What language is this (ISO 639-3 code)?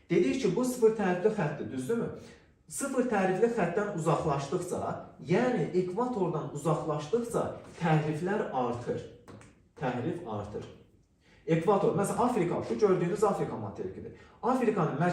aze